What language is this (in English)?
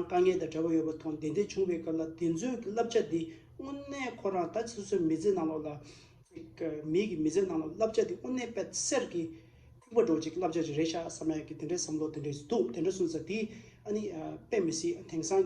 Tibetan